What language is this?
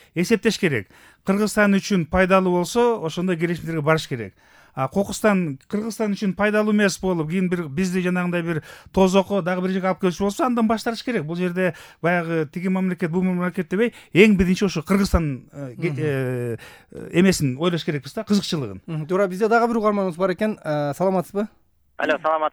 Kyrgyz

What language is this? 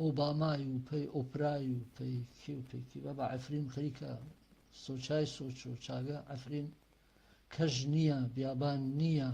Gurani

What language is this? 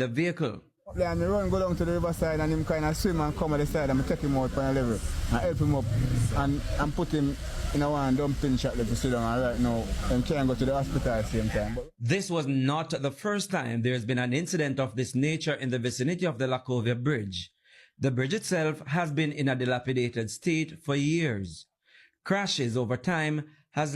Jamaican Creole English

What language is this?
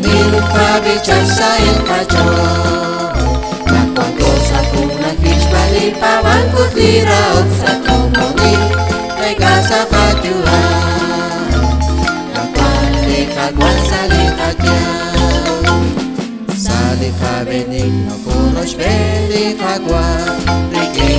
Kekchí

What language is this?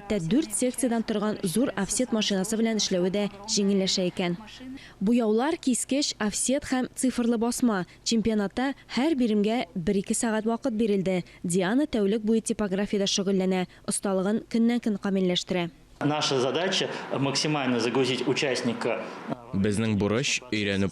Tatar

